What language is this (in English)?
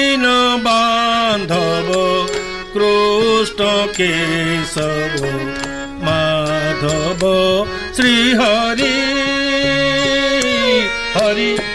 Odia